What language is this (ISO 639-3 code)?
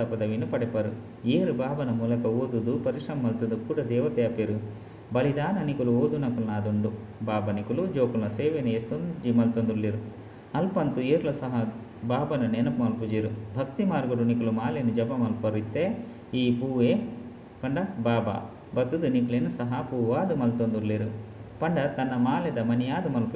tcy